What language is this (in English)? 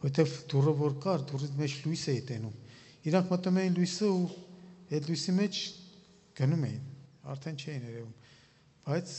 Armenian